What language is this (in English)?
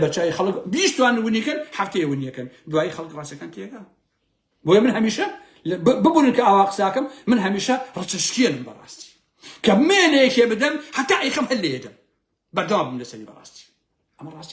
Central Kurdish